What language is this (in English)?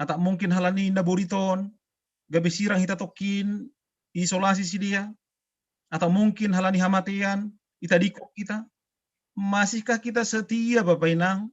Batak Simalungun